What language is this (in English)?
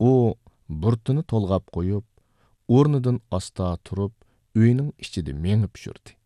Uyghur